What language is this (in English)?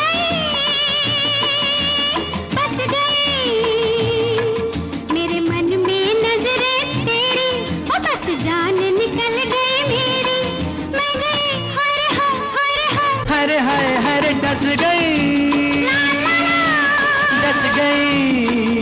Hindi